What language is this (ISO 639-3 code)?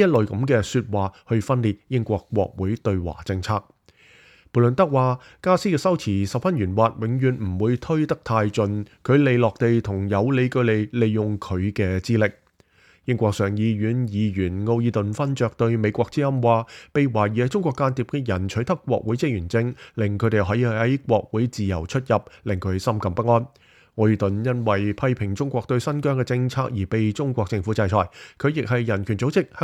yue